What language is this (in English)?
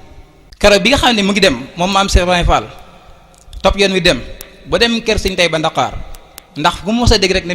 Wolof